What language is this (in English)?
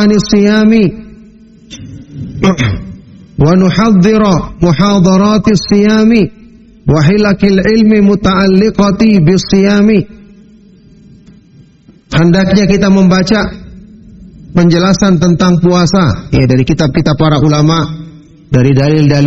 Indonesian